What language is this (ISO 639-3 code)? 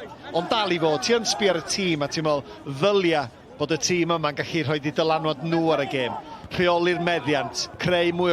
cym